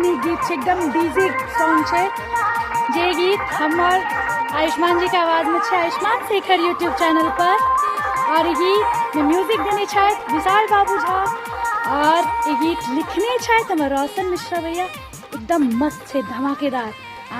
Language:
Maithili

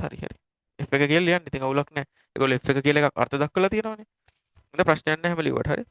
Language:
Sinhala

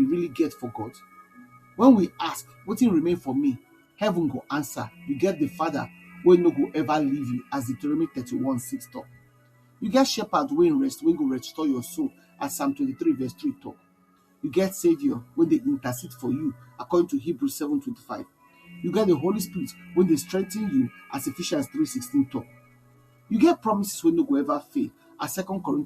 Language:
Nigerian Pidgin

